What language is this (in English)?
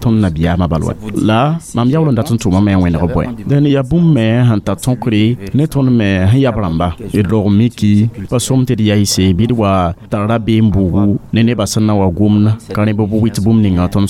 Mossi